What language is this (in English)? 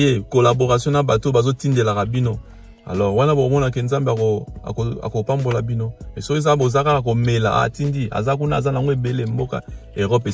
Lingala